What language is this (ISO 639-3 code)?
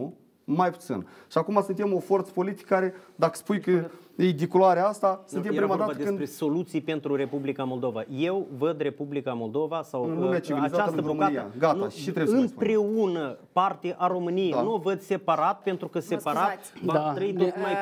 ron